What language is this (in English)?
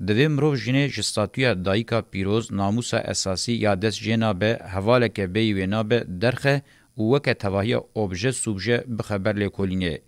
Kurdish